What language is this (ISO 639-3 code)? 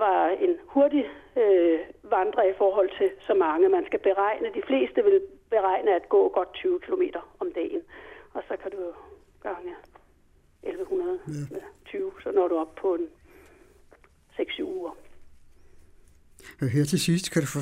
dan